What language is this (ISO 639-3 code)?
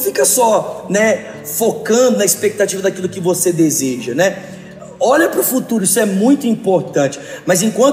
por